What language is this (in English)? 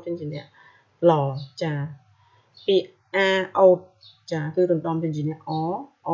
Khmer